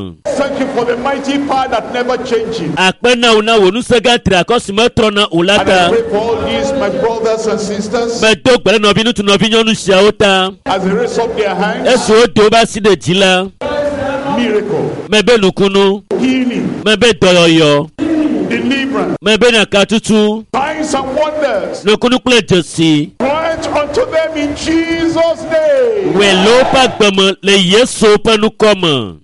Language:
Ewe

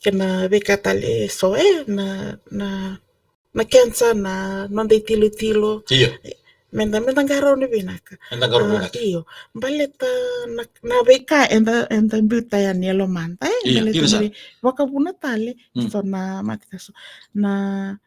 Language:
Fijian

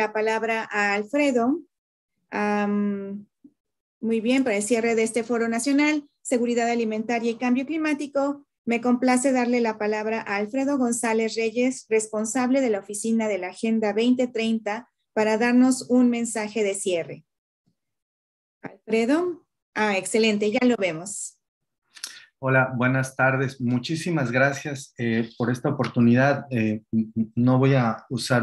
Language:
Spanish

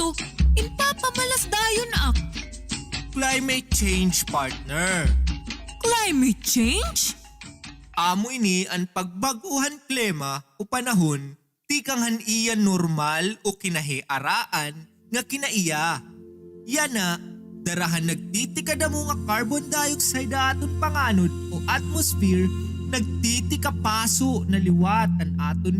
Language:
Waray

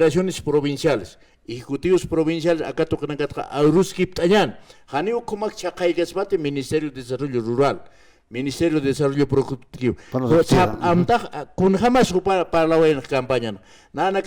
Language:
Aymara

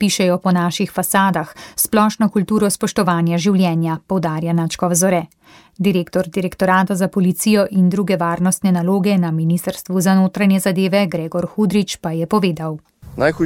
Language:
Slovenian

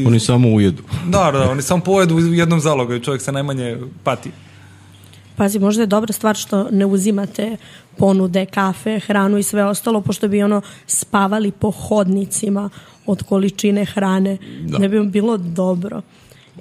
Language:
Serbian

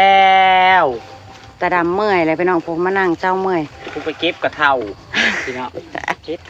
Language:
Northeastern Thai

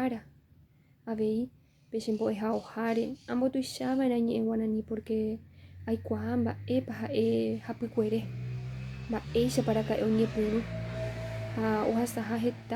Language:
Guarani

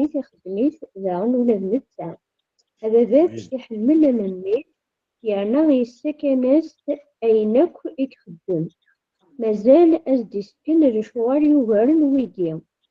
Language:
Kabyle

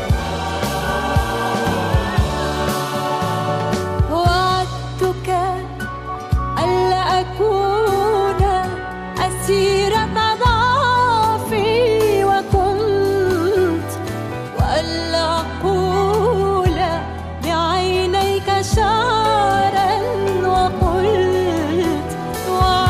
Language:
Arabic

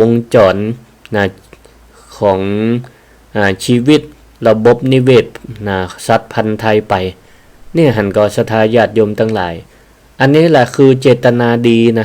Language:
Northern Thai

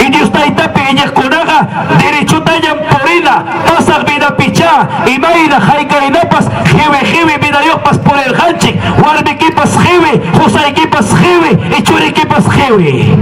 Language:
Ayacucho Quechua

